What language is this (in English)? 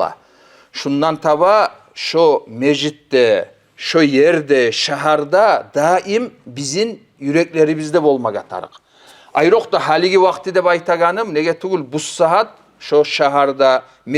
Kumyk